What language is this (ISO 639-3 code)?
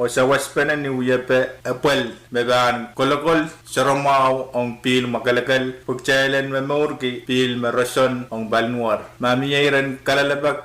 pon